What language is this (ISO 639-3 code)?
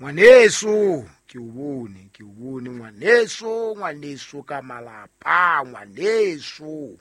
sot